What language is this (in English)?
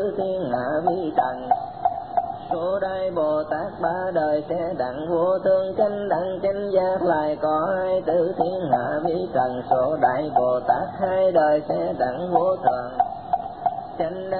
Vietnamese